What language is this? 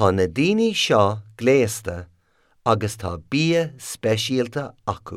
Irish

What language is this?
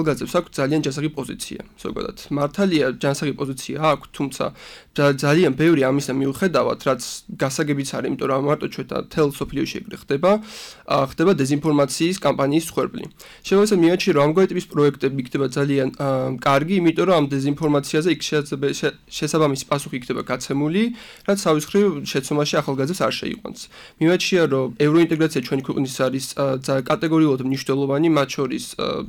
Georgian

